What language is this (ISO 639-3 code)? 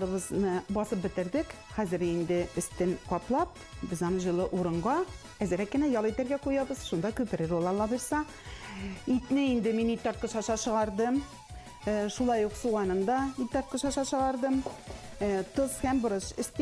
tat